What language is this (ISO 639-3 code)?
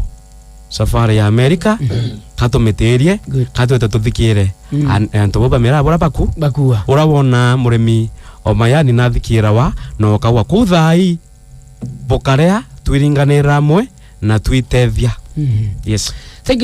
mer